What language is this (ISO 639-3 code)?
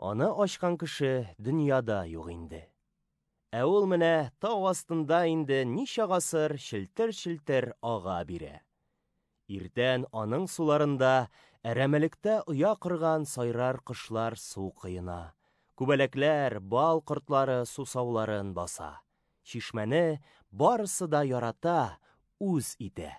tat